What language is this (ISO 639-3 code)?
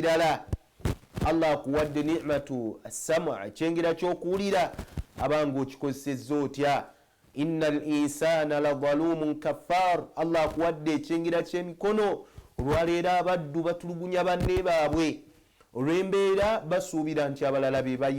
lug